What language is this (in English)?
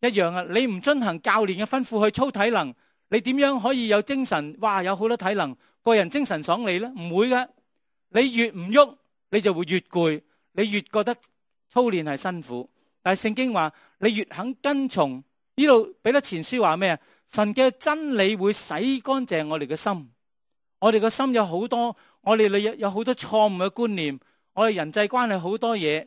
Cantonese